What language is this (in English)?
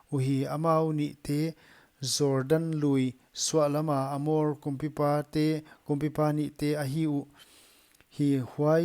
Paite Chin